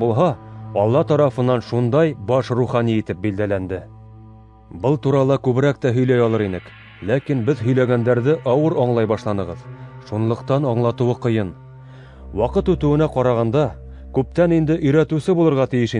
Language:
Bashkir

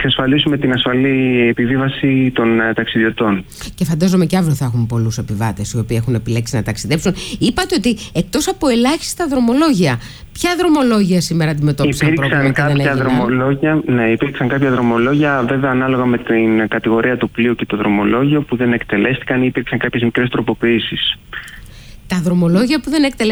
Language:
Greek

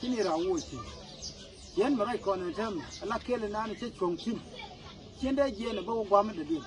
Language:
Nuer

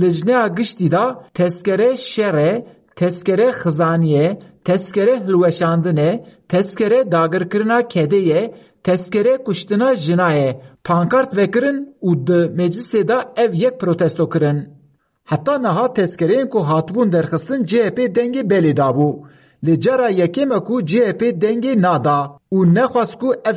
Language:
Kurdish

